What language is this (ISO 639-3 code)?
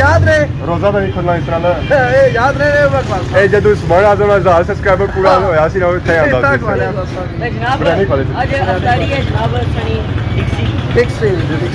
phr